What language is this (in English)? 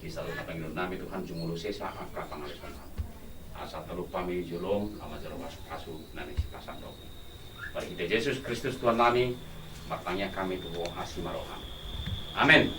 Batak Toba